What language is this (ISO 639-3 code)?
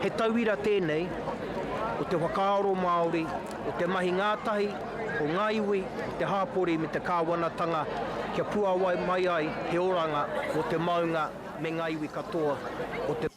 mri